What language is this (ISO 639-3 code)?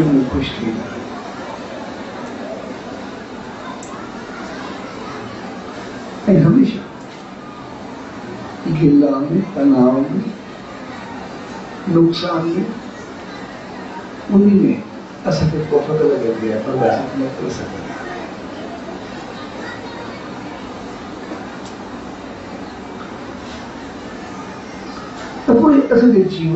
snd